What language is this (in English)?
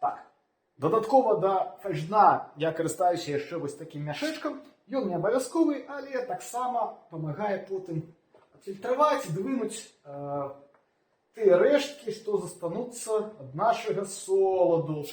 Belarusian